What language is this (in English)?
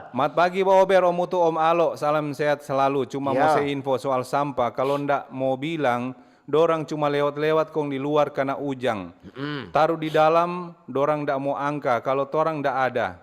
Manado Malay